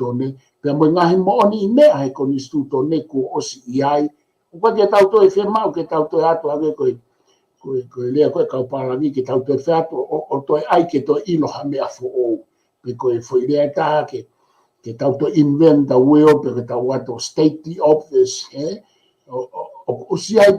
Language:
Tongan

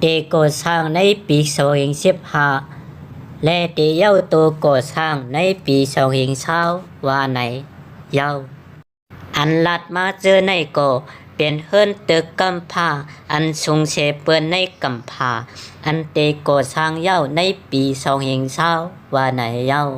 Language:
Shan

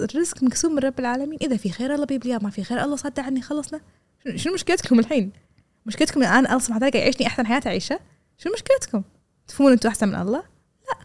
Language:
Gulf Arabic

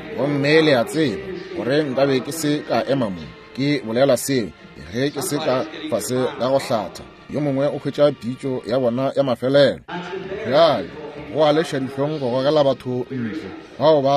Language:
Northern Sotho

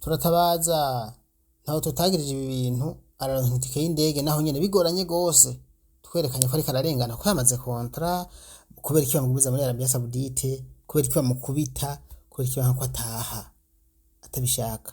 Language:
Rundi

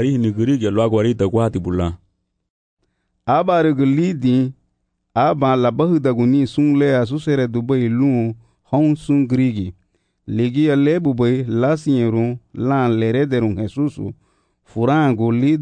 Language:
Garifuna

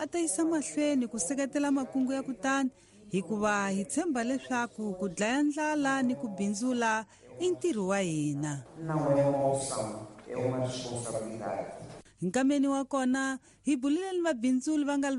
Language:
Tsonga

